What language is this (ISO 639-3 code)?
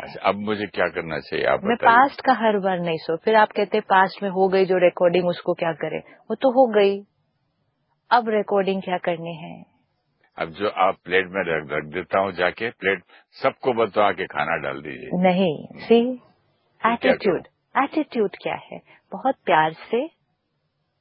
hin